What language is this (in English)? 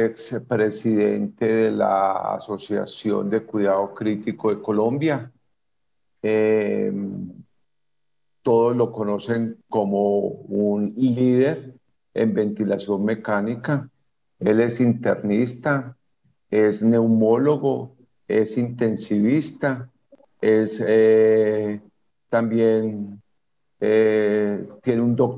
Spanish